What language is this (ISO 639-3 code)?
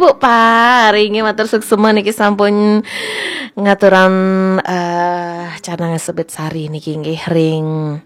ban